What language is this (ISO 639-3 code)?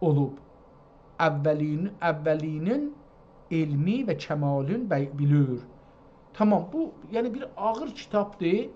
azb